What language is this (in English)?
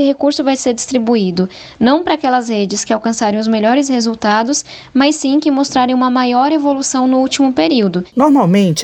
Portuguese